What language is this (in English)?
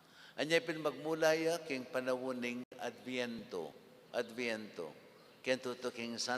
Pampanga